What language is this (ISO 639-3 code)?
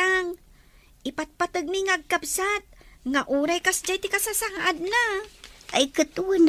ilo